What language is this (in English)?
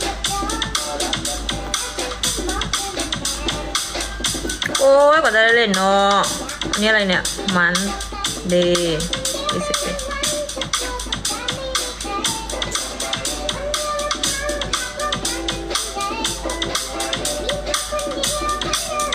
Thai